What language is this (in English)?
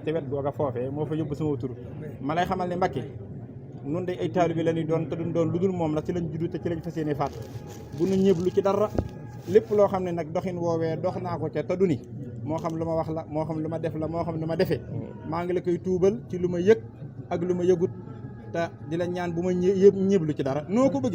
Wolof